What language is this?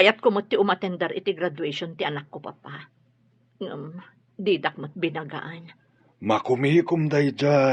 Iloko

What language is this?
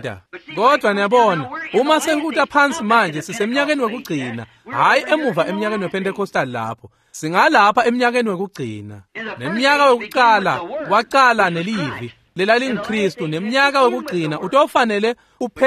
Swati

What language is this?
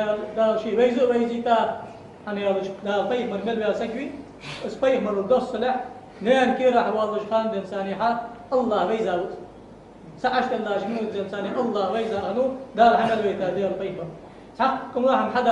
Ingush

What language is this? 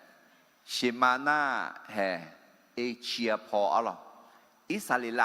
Akha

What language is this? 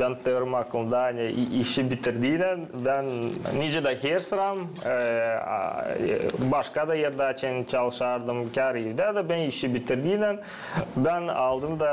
Gagauz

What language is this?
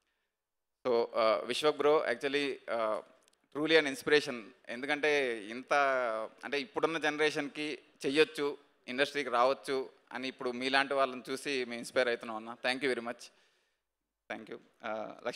Telugu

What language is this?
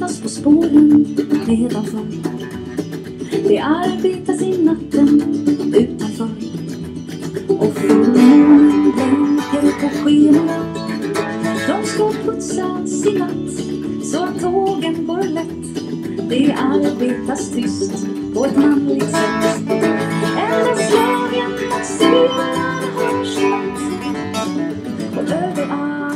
Swedish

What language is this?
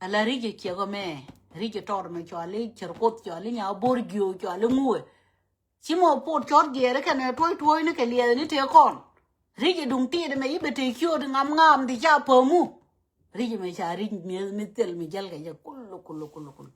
Nuer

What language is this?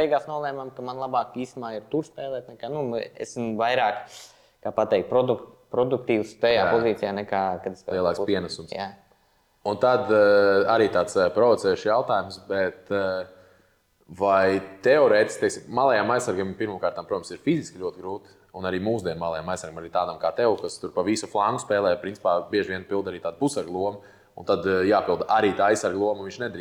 Latvian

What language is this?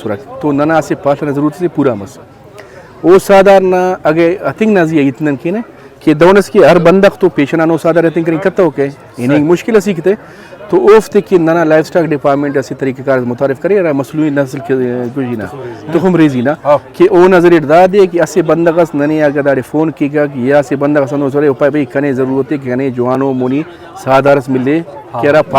Brahui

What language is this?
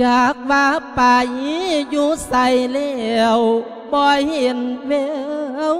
Lao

